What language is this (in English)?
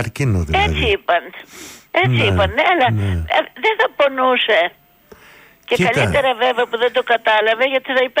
Greek